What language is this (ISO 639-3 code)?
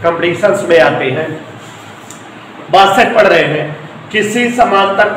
hin